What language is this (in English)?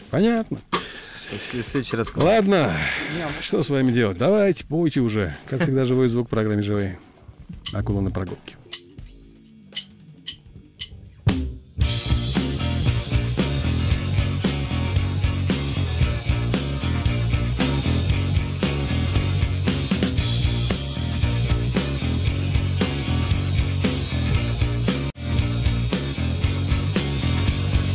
Russian